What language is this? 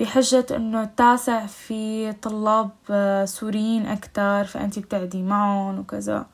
North Levantine Arabic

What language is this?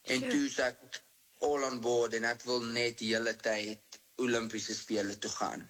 Afrikaans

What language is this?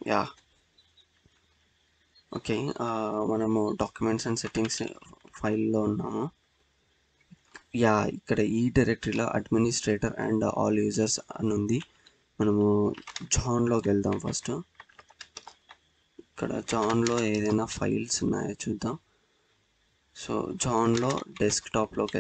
Telugu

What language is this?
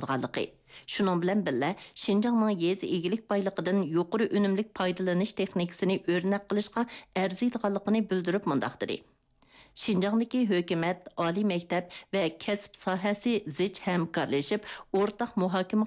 Uyghur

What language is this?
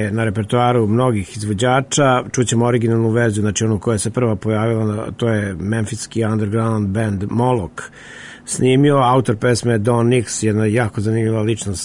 Serbian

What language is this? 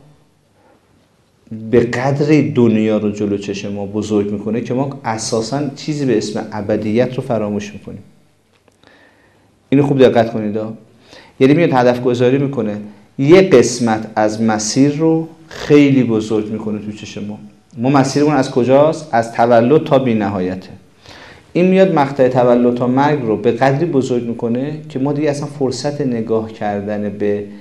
Persian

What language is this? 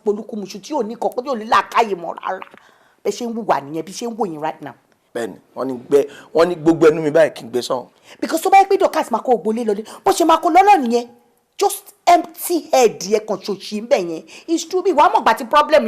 Yoruba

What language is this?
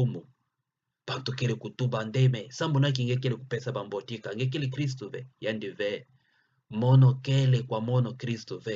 Kituba (Democratic Republic of Congo)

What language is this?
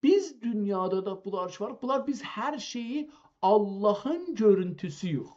South Azerbaijani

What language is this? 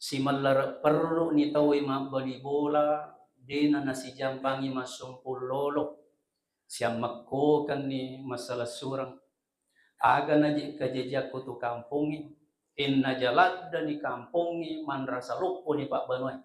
Buginese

